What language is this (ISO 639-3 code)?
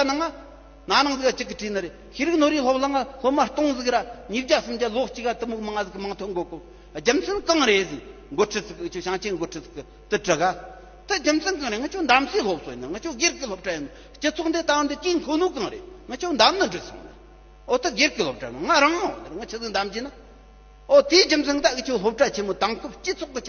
bod